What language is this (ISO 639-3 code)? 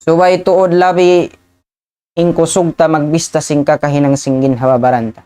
tsg